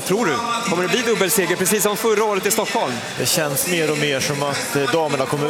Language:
Swedish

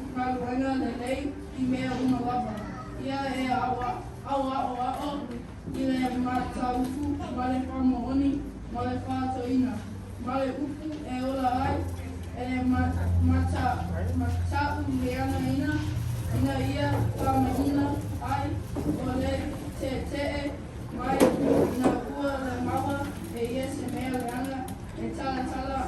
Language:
Samoan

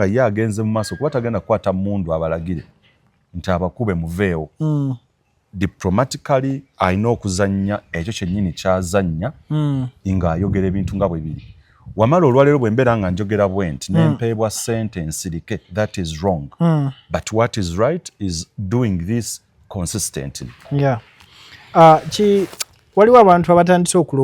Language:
Ganda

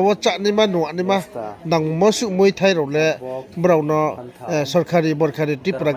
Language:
Riang (India)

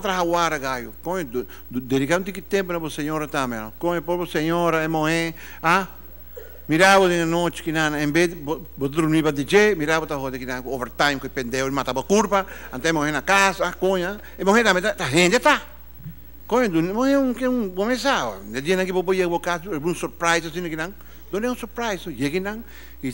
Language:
Papiamento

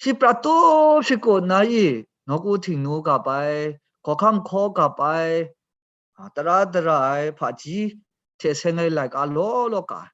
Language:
Kachin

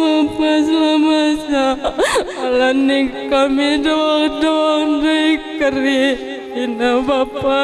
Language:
Batak Karo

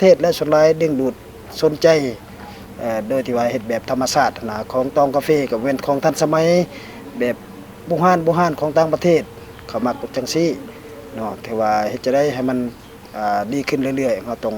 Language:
Lao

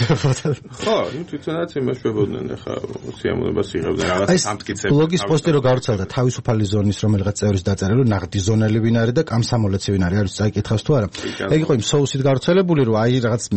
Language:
Georgian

